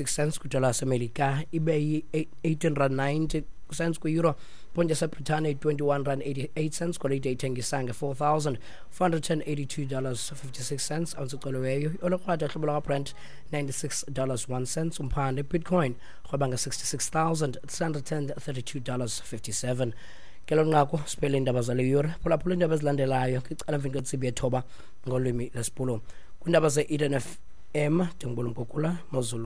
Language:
Xhosa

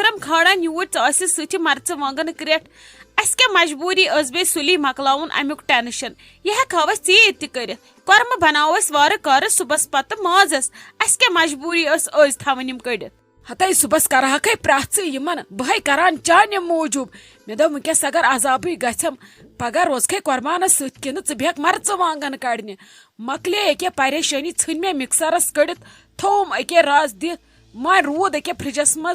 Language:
Kashmiri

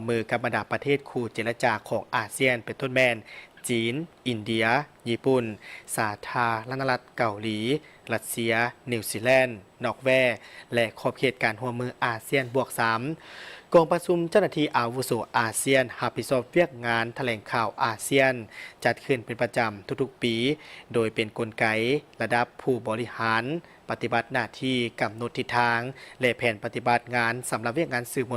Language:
Lao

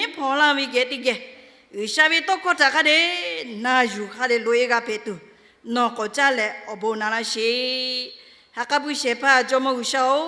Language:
Lahu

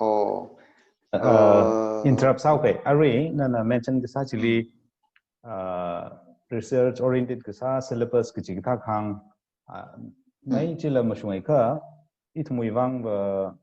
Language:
Tangkhul Naga (India)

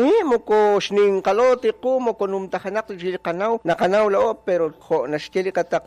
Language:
Kekchí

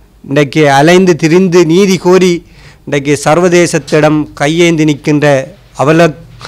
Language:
Tamil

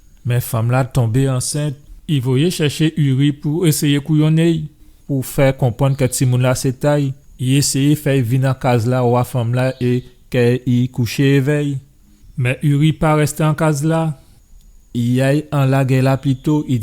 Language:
Guadeloupean Creole French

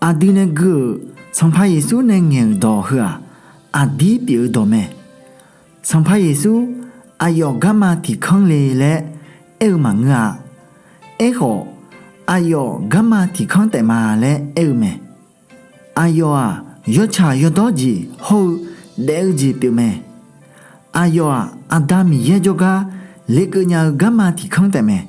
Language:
Akha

